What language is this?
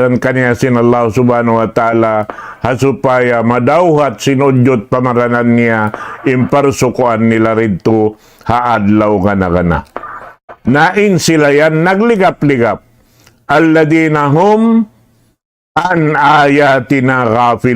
Tausug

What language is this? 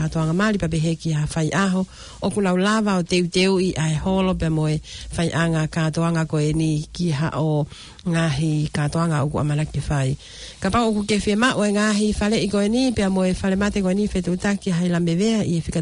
Tongan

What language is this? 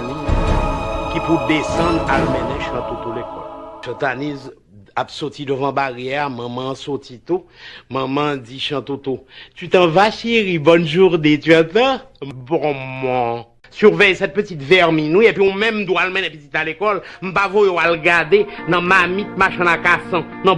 Haitian Creole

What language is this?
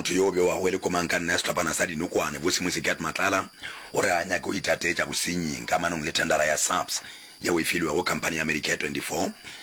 Northern Sotho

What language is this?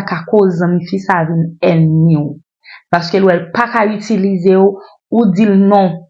Haitian Creole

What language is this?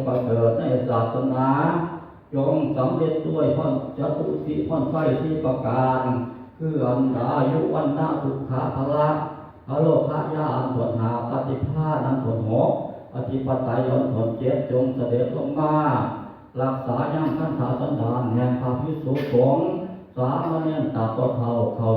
Northeastern Thai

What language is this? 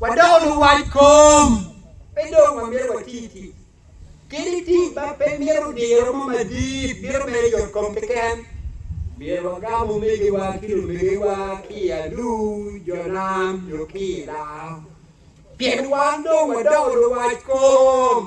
Acoli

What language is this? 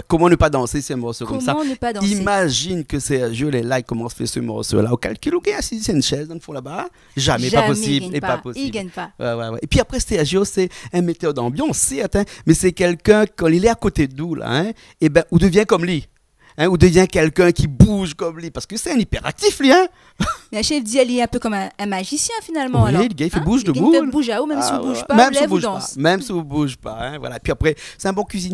Réunion Creole French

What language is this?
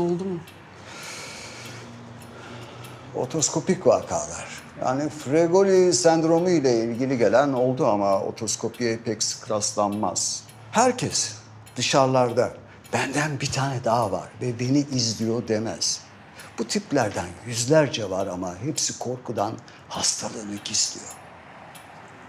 Turkish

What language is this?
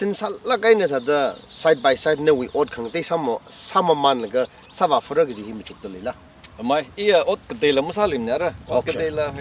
Tangkhul Naga (India)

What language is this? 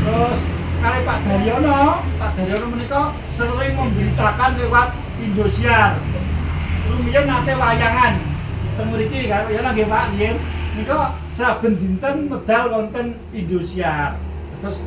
Javanese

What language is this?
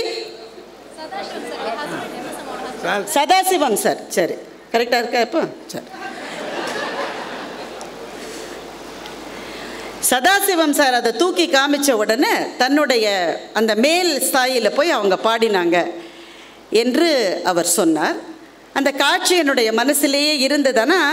Tamil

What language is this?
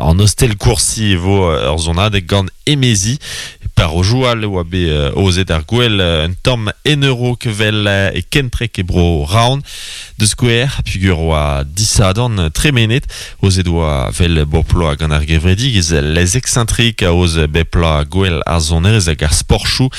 Breton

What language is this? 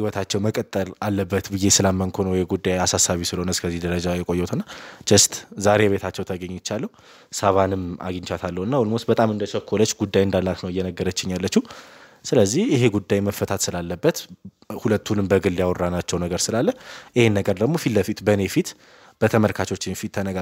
Amharic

